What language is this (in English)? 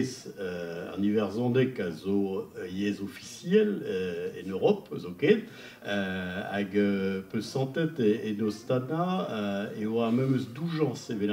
Breton